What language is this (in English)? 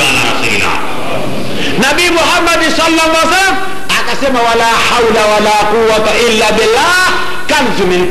Swahili